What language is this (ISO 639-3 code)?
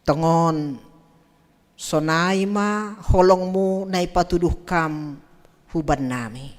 bts